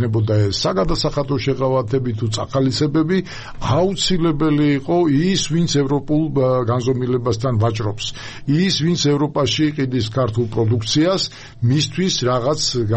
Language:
Georgian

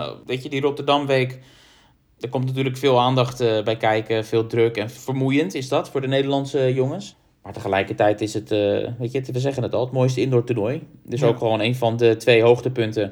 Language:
Dutch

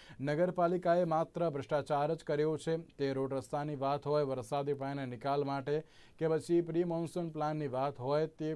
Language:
Gujarati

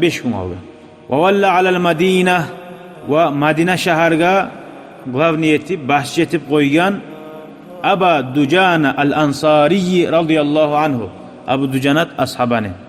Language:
Kumyk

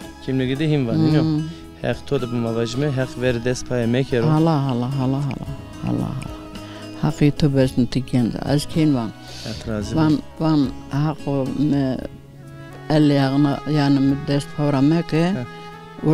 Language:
Zaza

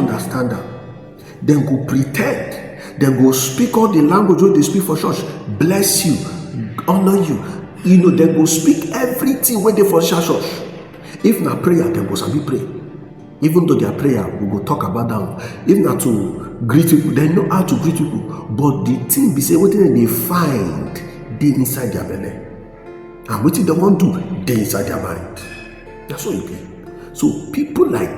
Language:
Nigerian Pidgin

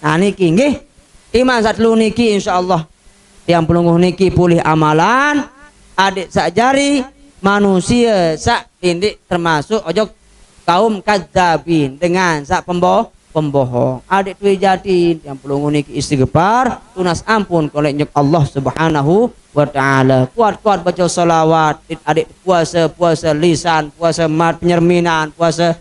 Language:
Sasak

